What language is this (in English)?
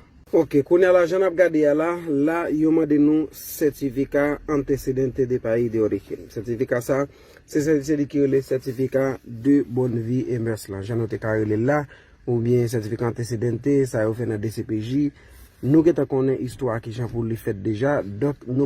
Haitian Creole